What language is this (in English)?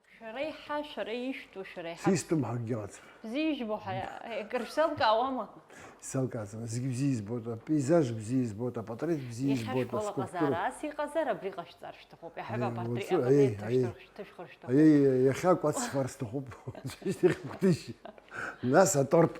Abkhazian